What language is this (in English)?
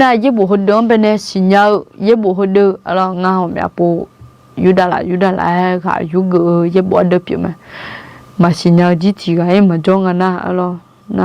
Akha